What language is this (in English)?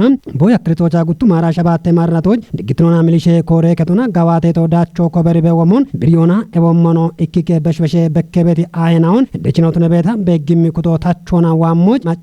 Kafa